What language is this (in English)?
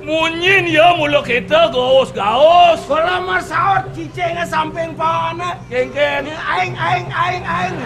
Balinese